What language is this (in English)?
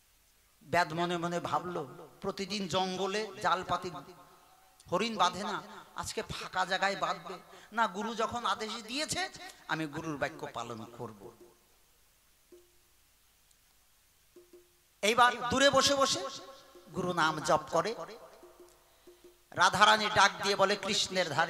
Bangla